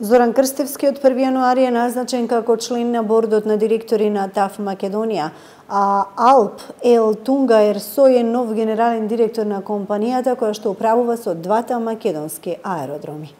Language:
Macedonian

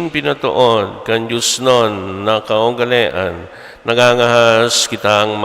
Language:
Bikol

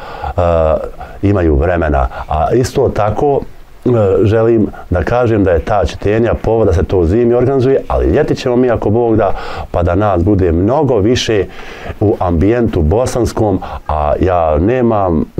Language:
Bosnian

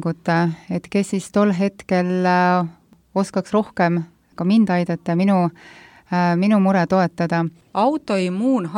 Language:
Estonian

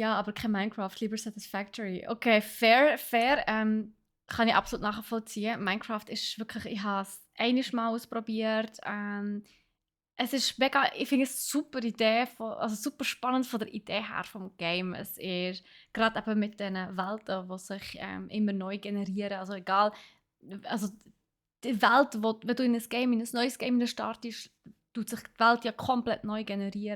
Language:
Swiss German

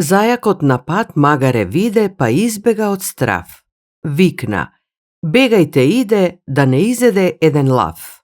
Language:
Macedonian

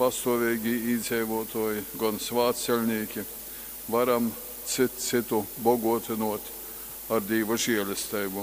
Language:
Latgalian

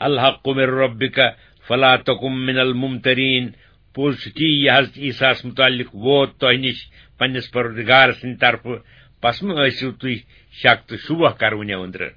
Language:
Kashmiri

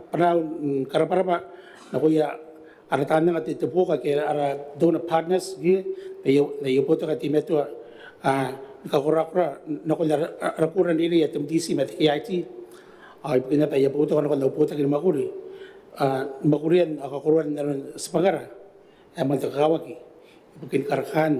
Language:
Gilbertese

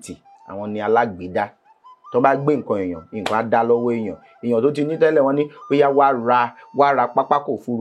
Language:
Yoruba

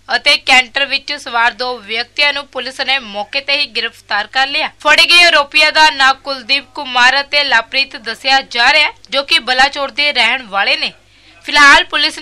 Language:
Punjabi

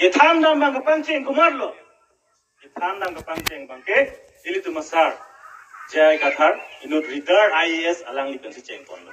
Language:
Karbi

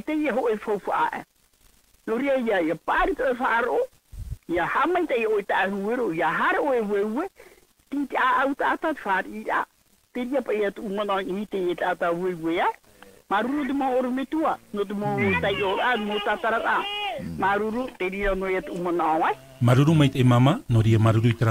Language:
Tahitian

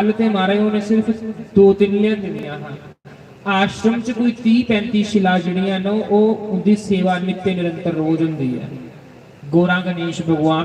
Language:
Dogri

